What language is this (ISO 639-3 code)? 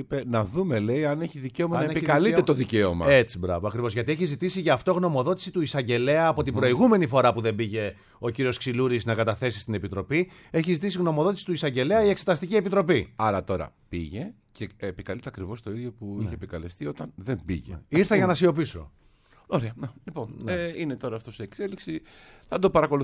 ell